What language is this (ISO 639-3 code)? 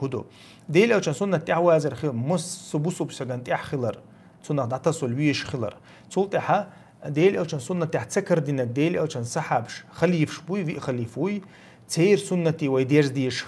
che